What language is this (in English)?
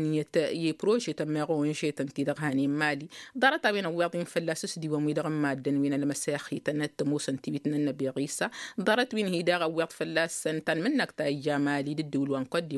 Tamasheq